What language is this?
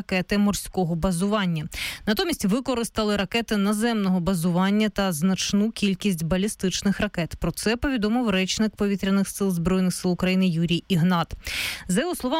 Ukrainian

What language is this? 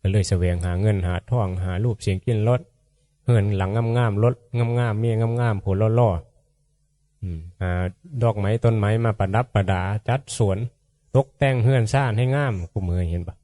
Northeastern Thai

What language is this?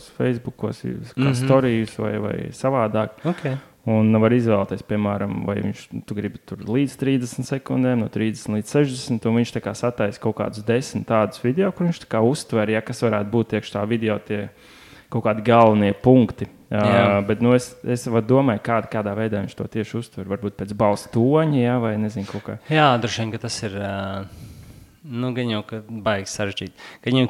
Latvian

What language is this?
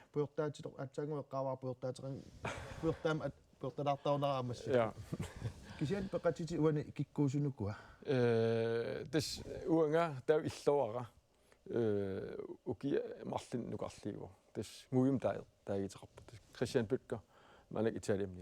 Kalaallisut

